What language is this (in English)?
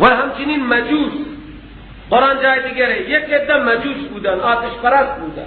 Persian